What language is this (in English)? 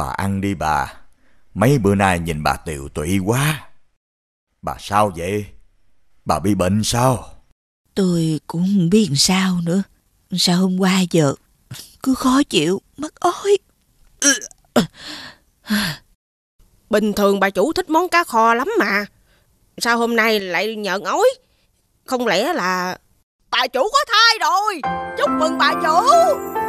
Vietnamese